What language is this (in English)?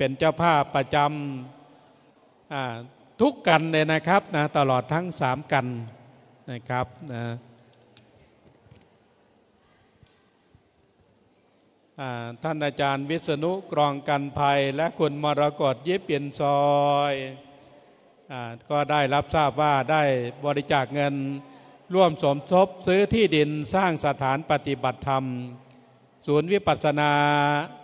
Thai